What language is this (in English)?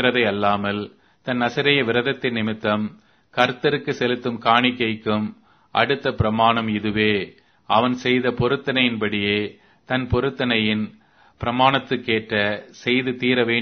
Tamil